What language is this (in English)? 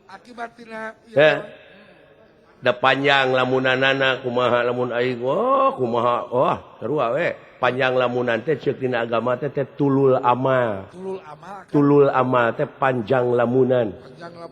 Sundanese